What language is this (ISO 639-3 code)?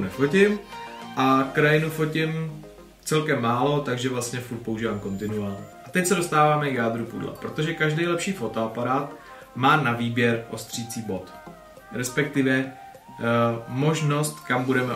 ces